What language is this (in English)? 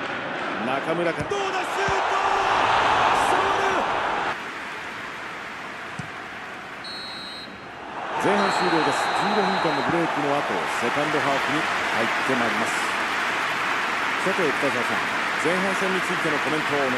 Japanese